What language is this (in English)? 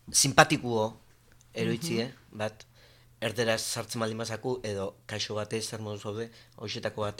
Basque